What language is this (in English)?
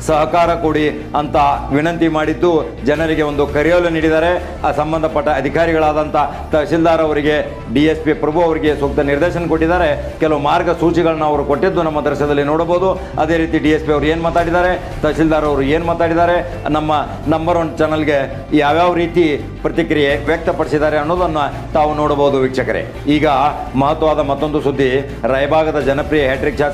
Kannada